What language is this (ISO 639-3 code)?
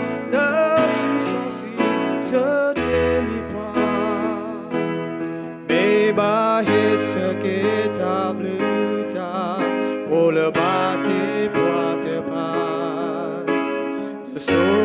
ksw